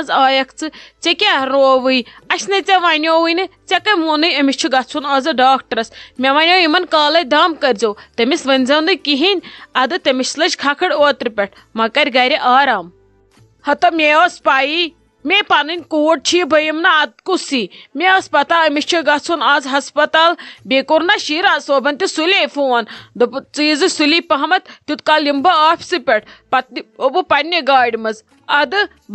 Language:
Kashmiri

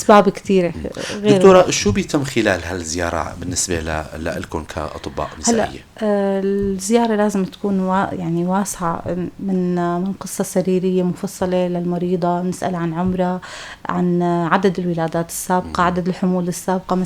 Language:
North Levantine Arabic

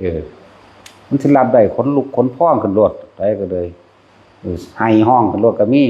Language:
Northeastern Thai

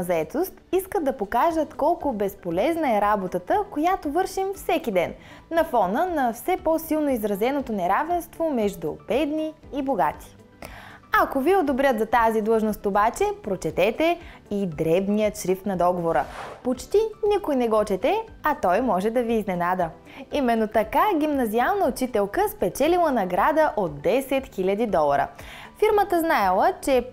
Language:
Bulgarian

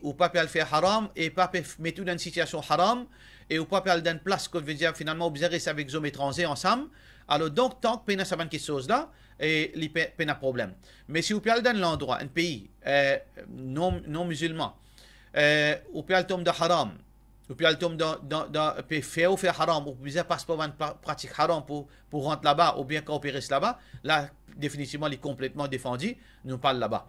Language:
Morisyen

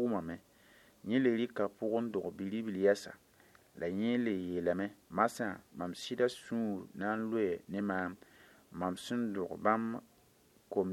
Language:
Mossi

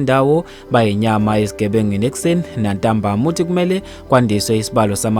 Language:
Zulu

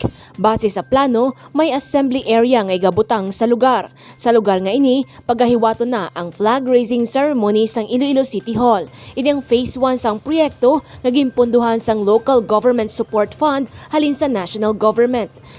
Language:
Hiligaynon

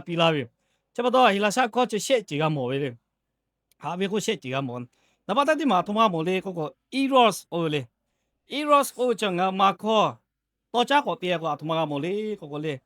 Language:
Lahu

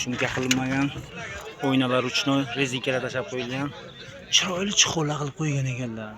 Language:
Uzbek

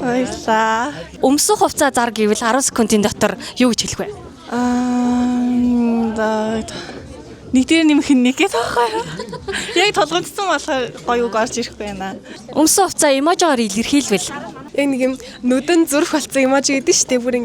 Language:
Mongolian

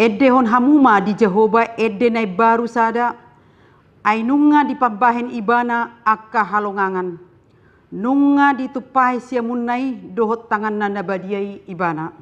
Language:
Batak Toba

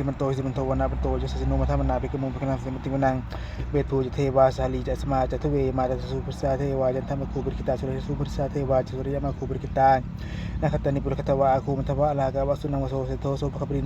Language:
Pali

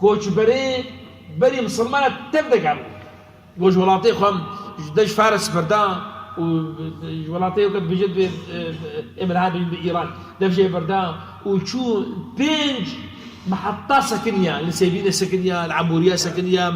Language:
Kurdish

